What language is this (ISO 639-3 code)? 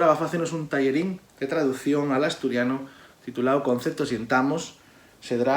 ast